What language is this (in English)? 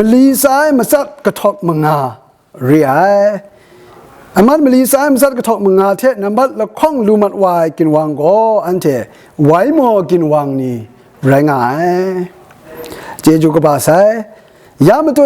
Kachin